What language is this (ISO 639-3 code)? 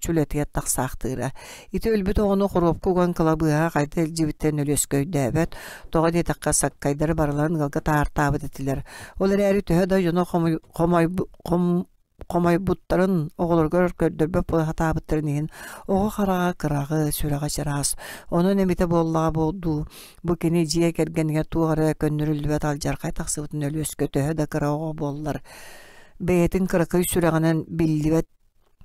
sah